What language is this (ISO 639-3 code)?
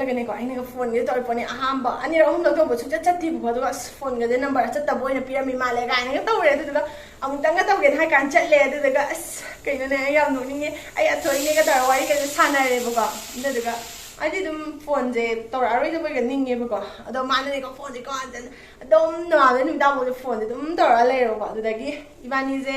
mni